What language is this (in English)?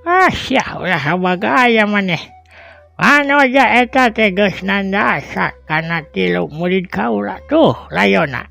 Sundanese